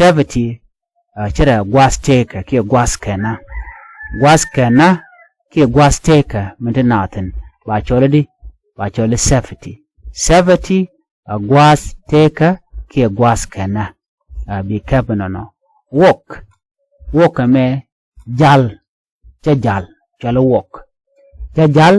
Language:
Nuer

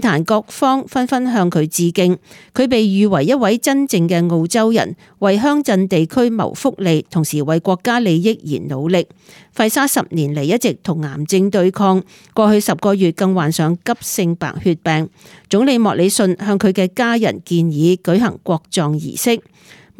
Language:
Cantonese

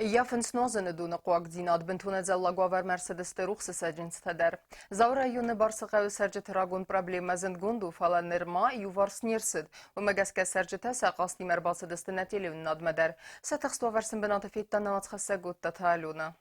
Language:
Ossetic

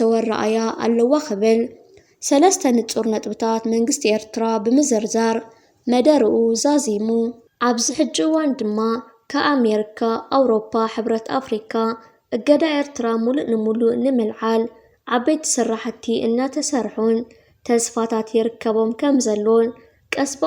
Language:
Tigrinya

